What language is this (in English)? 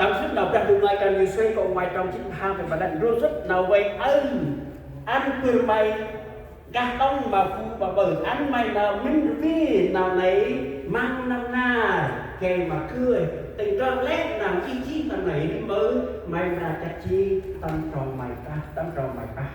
Central Mnong